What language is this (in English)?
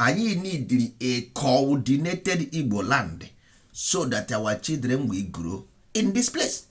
Igbo